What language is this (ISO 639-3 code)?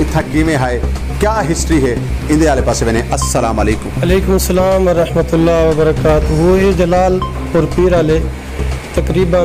skr